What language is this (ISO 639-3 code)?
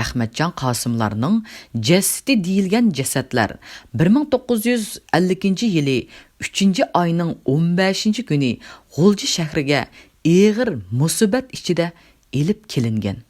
uig